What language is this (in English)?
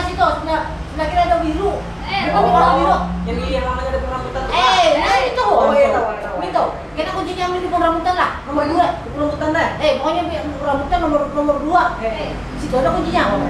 Banjar